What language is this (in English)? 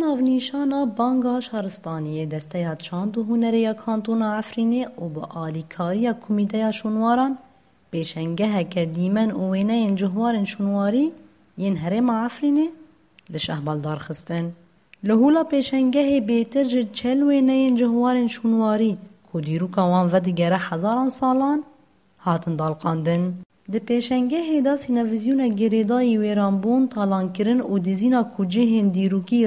Kurdish